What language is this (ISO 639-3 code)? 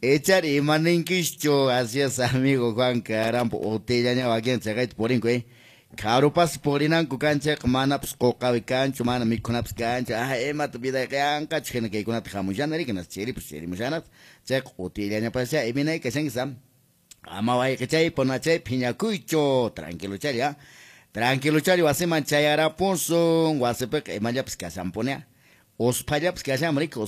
que